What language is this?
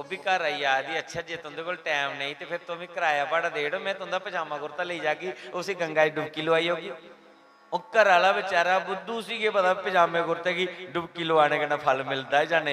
Dogri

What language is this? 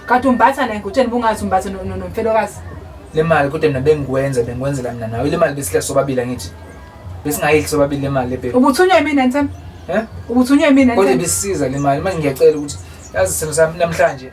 Zulu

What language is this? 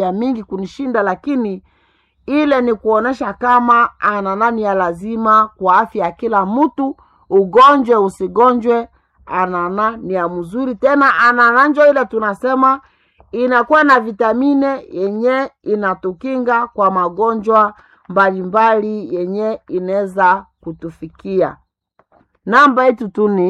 Swahili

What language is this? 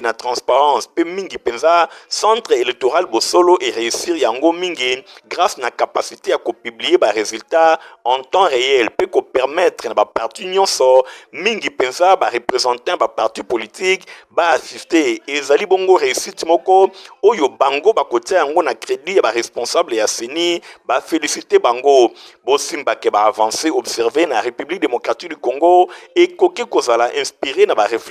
Lingala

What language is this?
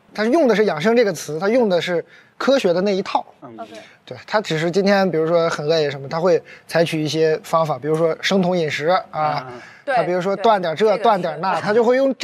Chinese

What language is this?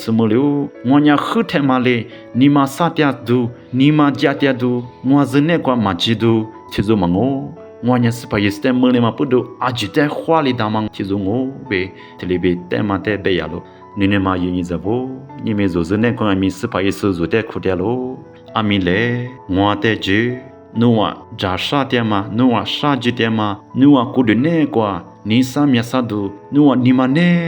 Lisu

